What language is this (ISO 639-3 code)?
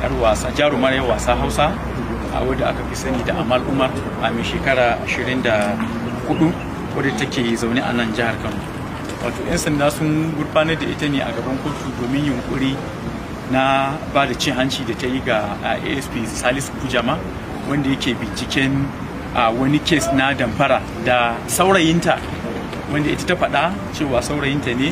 hau